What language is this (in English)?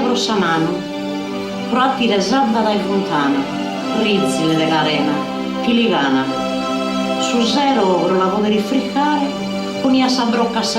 Sardinian